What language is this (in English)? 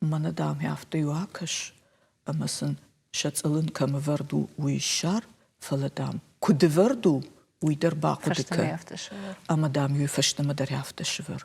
Ossetic